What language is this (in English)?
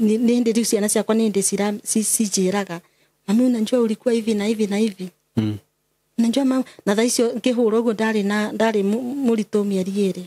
Kikuyu